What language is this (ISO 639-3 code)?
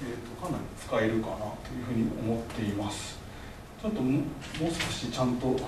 jpn